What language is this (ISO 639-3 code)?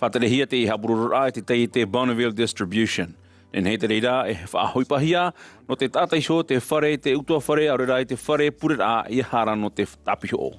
tah